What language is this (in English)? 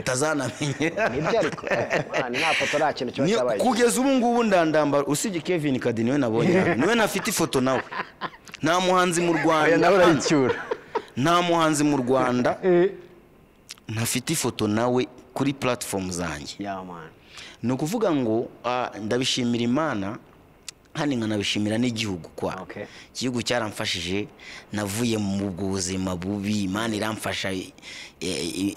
Kinyarwanda